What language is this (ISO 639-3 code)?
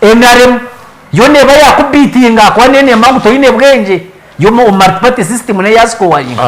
nyn